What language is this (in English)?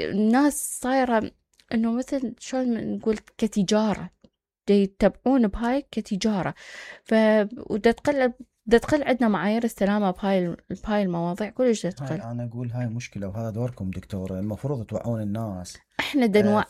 Mesopotamian Arabic